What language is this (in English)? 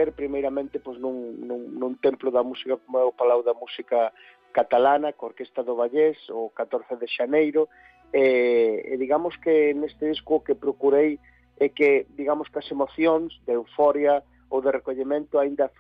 Galician